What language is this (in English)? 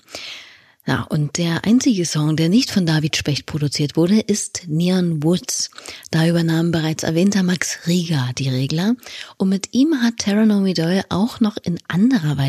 German